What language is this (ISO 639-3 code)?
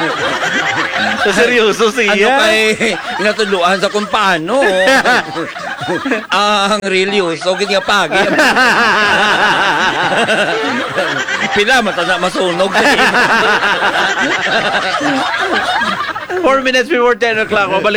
hil